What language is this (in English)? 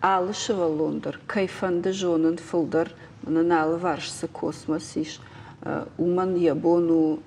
Ossetic